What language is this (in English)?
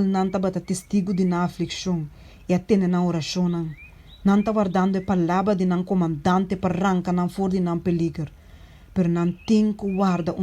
Papiamento